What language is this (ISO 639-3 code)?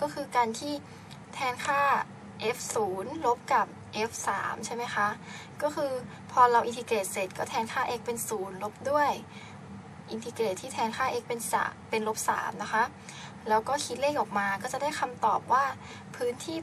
tha